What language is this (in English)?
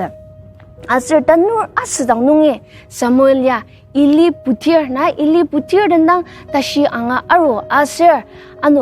Ao Naga